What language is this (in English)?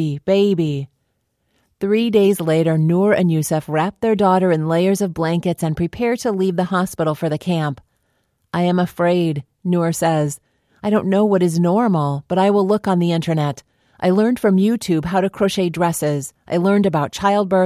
English